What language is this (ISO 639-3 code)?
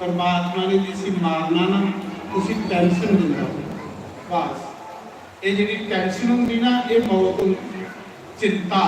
doi